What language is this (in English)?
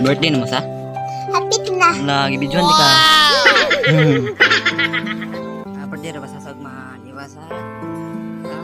Cebuano